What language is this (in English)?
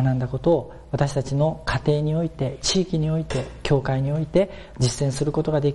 Japanese